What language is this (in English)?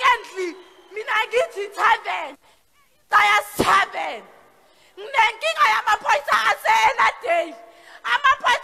Zulu